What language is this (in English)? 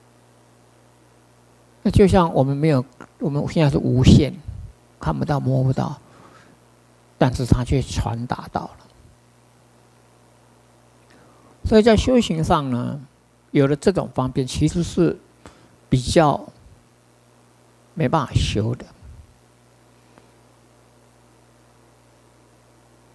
Chinese